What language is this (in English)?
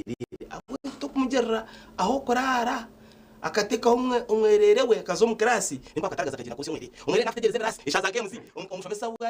Nyankole